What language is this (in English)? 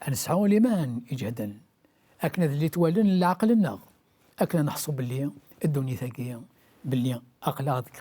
Kabyle